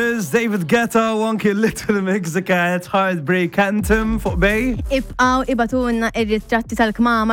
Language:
Maltese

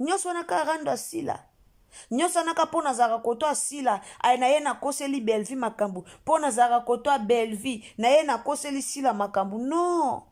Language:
Lingala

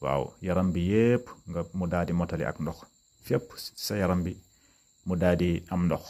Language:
Wolof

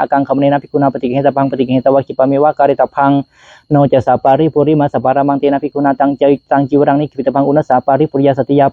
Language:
Pali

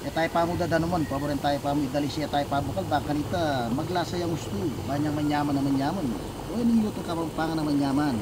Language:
Pampanga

